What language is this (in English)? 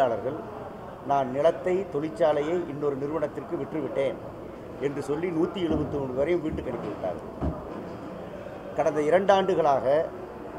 Tamil